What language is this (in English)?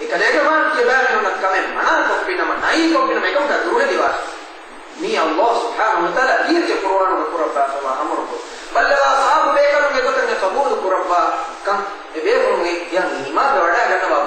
Divehi